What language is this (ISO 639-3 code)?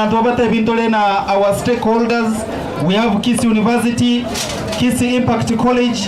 guz